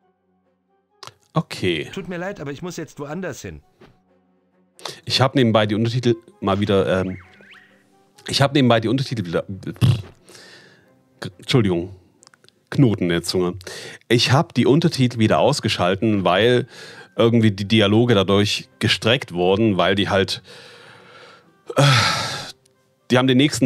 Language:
German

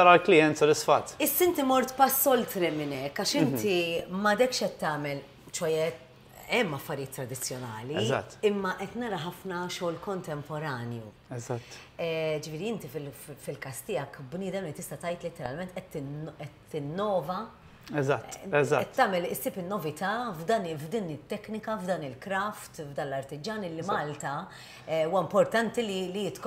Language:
Maltese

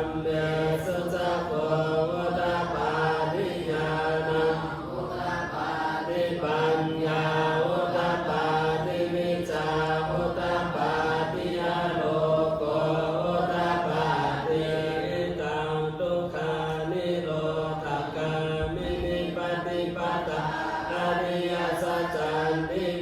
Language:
Pali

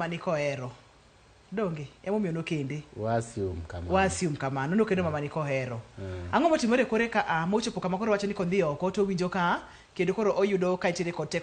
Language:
Luo (Kenya and Tanzania)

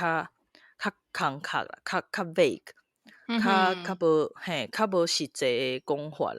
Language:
Min Nan Chinese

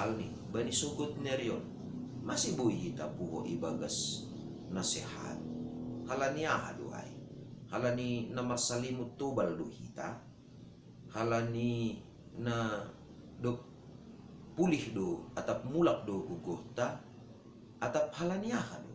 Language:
Batak Simalungun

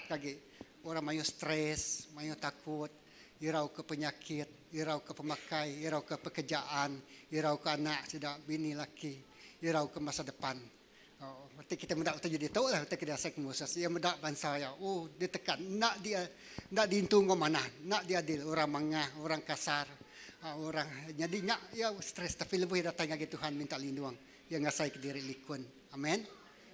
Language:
Iban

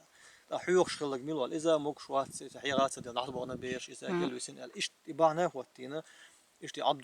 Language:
Chechen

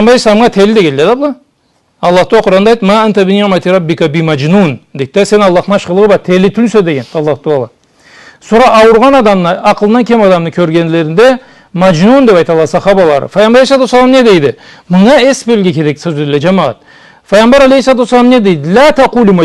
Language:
Karachay-Balkar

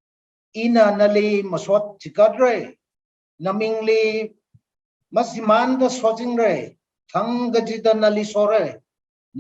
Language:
Tangkhul Naga (India)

